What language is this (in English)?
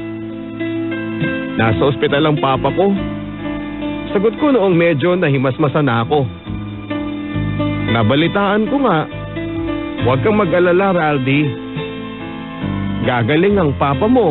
Filipino